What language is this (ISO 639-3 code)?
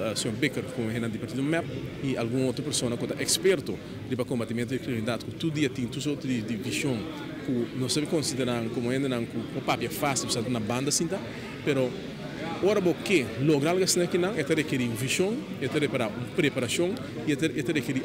pap